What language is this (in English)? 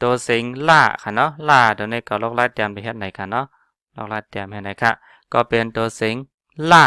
Shan